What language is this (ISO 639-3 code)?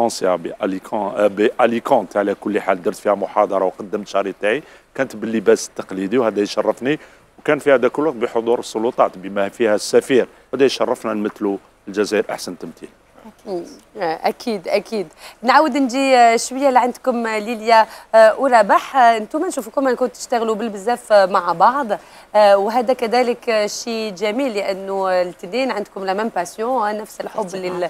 arq